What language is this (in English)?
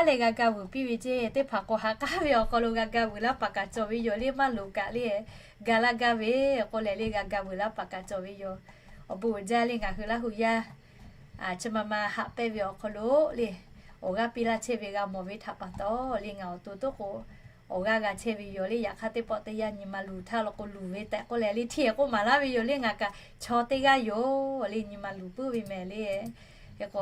Lahu